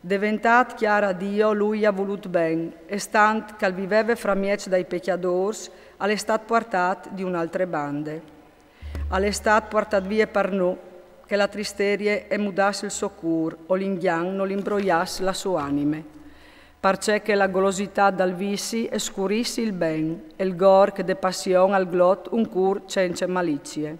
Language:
Friulian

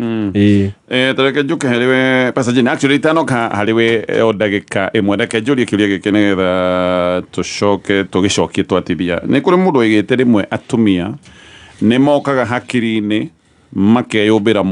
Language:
Kikuyu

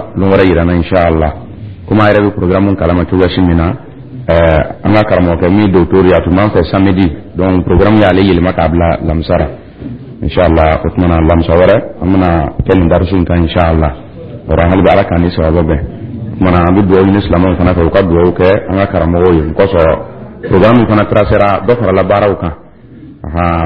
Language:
Dyula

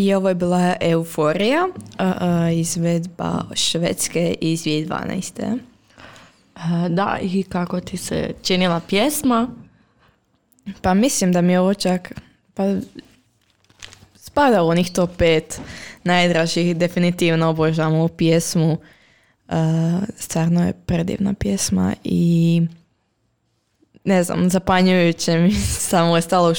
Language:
Croatian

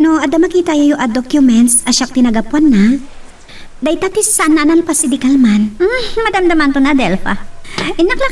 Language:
Iloko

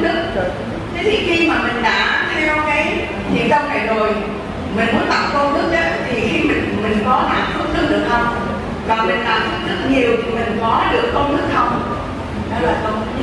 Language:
Vietnamese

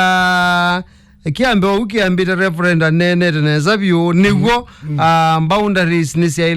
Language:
Kamba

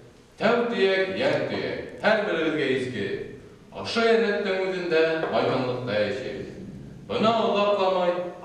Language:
Bashkir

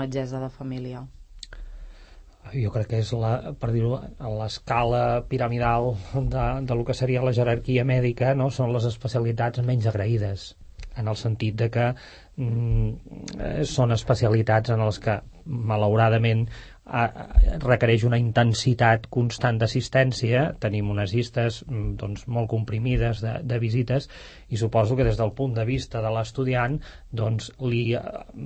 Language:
Catalan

